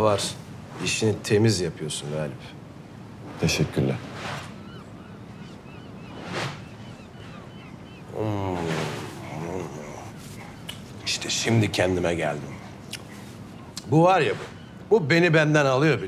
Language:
Turkish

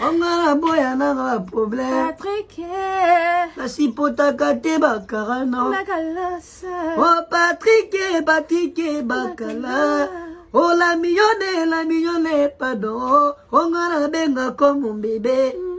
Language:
Lingala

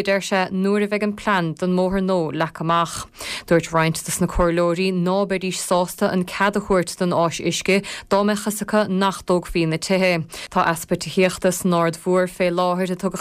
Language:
Irish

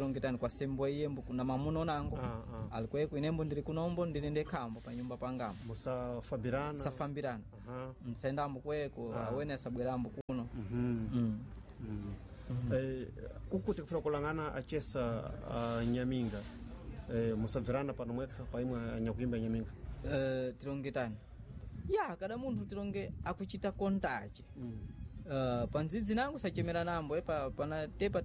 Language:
Sena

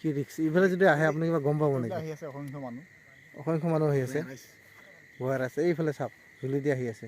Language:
Assamese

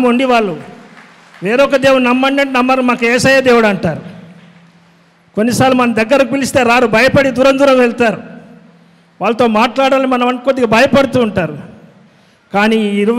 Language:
Telugu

